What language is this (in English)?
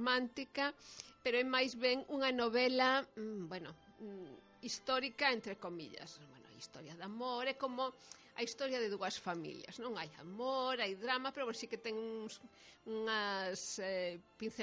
Galician